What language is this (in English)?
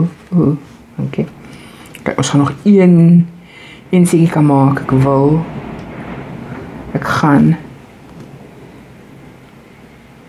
Afrikaans